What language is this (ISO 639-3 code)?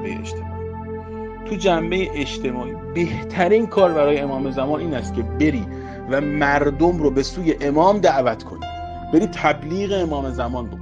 fas